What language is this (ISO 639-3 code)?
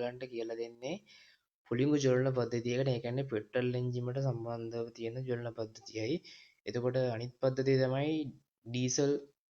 sin